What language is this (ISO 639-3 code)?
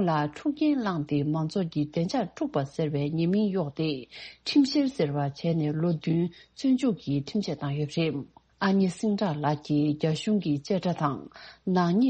bod